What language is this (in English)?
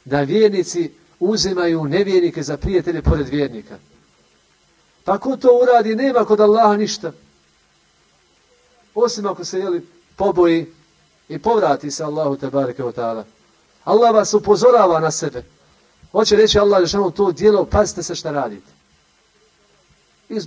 Bosnian